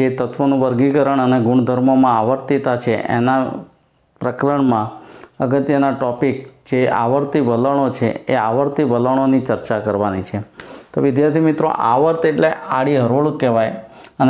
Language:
Gujarati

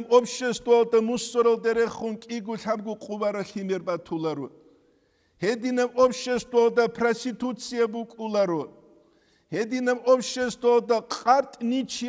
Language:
Avaric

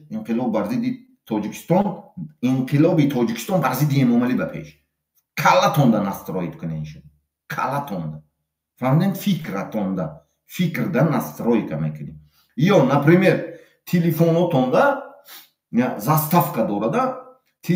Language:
Tajik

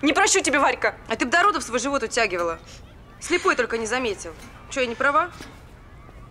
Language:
Russian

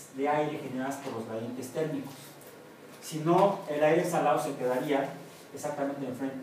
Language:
Spanish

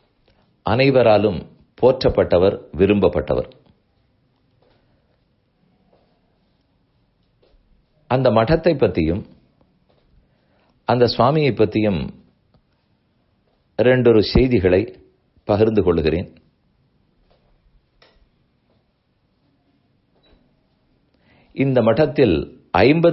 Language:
Tamil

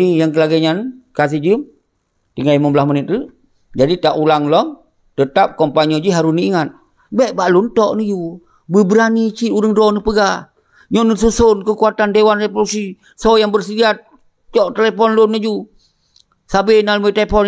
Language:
Achinese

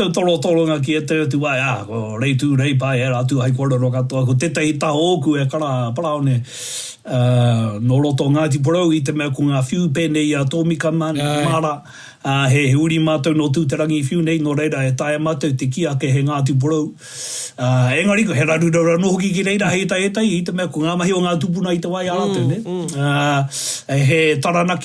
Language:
Māori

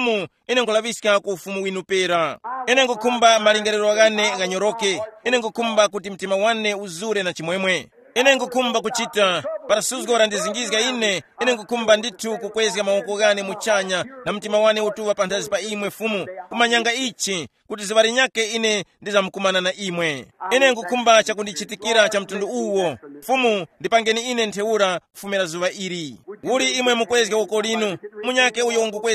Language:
Tumbuka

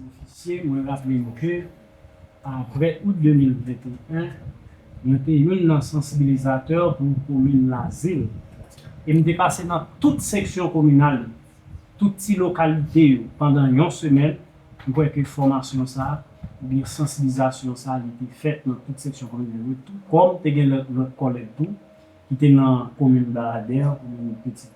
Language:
Haitian Creole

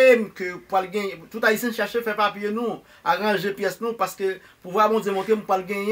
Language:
Haitian Creole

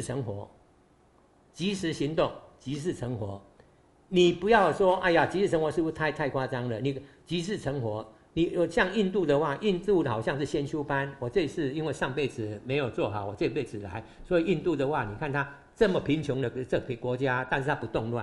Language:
Chinese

